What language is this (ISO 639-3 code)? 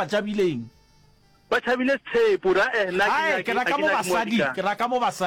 nso